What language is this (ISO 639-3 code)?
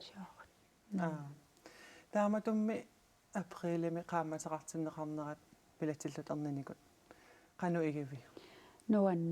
kal